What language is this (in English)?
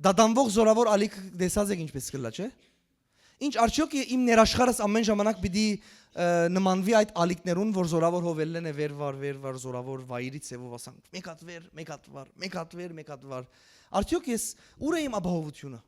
Western Armenian